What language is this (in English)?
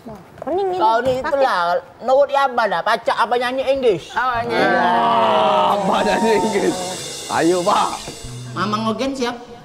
Musi